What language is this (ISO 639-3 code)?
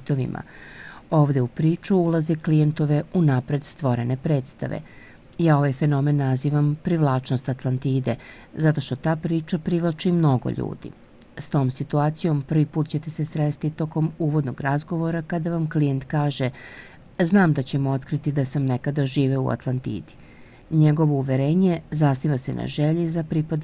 srp